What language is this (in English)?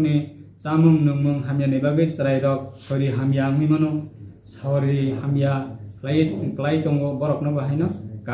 Riang (India)